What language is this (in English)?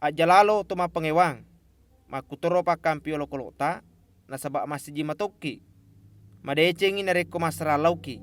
Buginese